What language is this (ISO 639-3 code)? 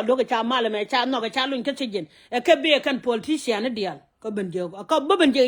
nus